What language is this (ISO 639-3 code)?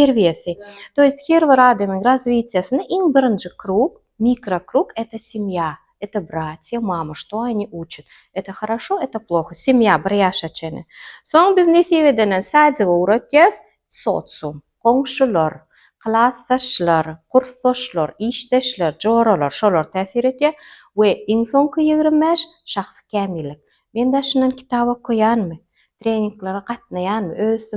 tuk